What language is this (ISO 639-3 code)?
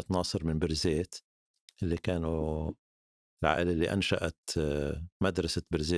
apc